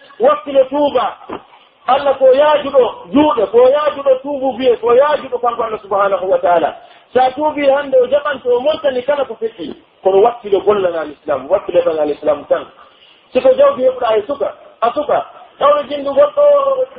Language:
Pular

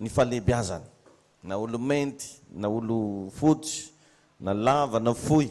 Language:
Malagasy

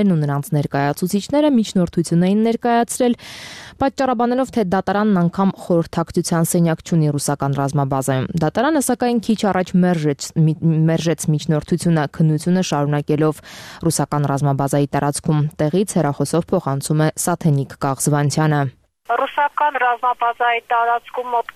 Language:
Armenian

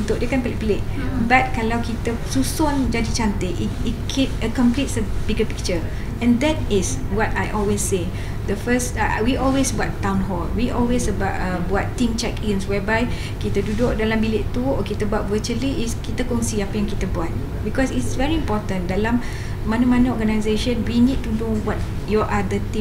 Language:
Malay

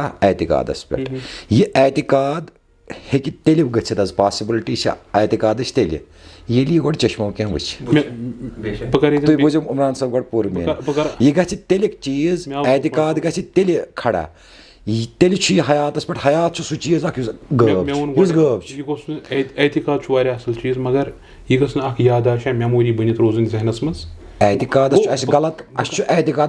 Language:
Kashmiri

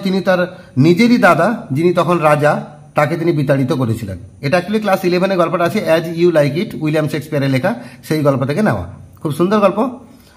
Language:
Bangla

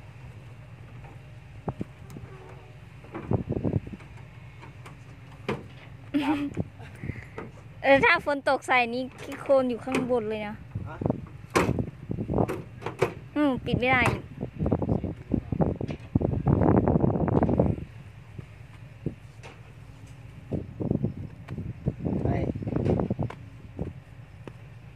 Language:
Thai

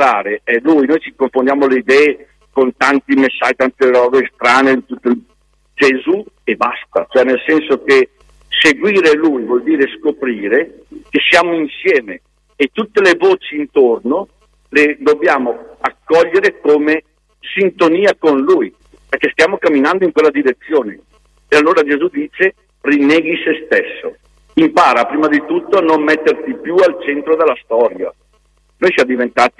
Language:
Italian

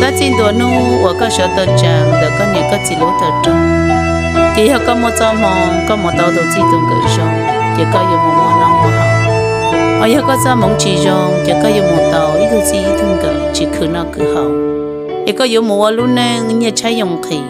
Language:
Hmong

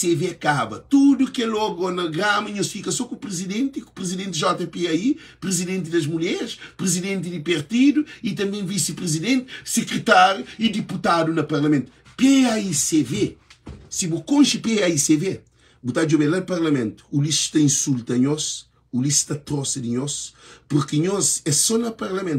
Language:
Kabuverdianu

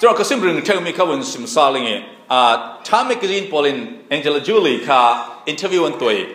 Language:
Falam Chin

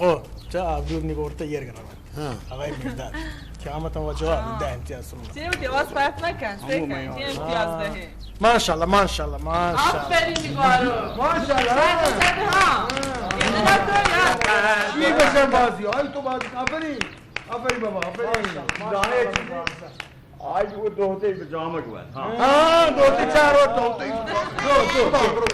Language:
Baluchi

